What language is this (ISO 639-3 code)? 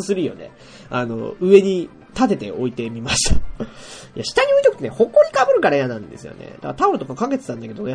jpn